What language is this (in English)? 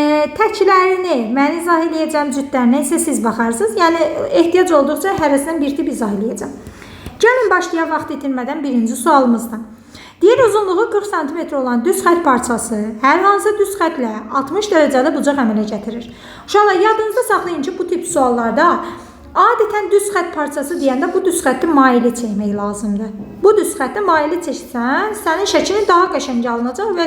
Azerbaijani